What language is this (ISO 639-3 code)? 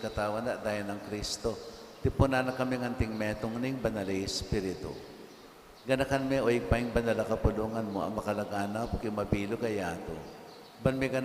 pam